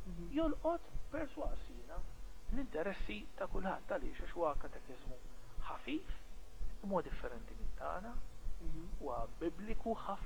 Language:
Maltese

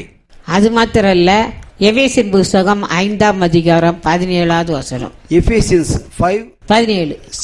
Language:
Tamil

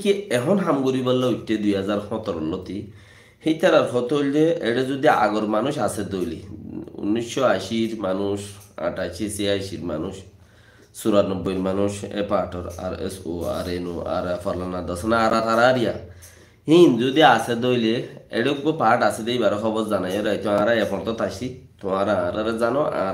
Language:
Rohingya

